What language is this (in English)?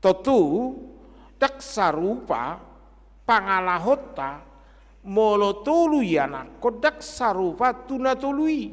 Batak Toba